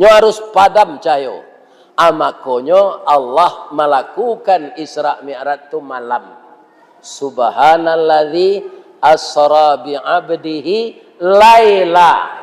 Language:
Minangkabau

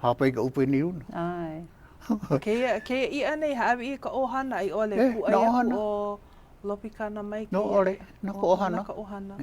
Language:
Hawaiian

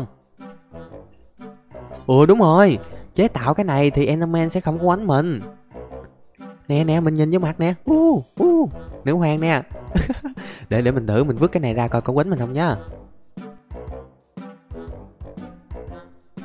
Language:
Vietnamese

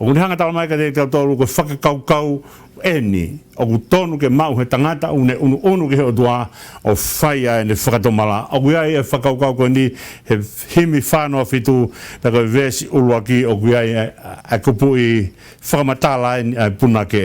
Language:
Tongan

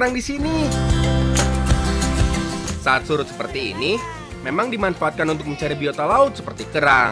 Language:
Indonesian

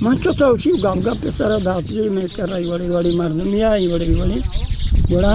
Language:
Eastern Balochi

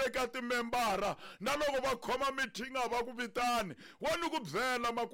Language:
Tsonga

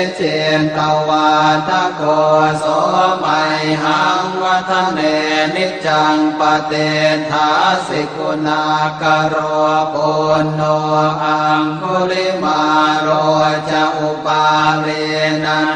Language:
Pali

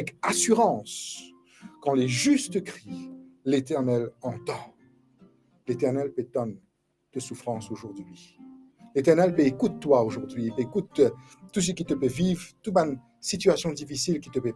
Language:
Morisyen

